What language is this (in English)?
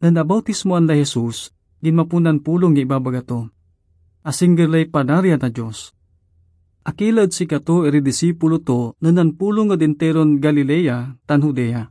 Pangasinan